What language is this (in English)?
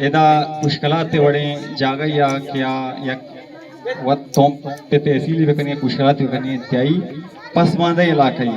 Eastern Balochi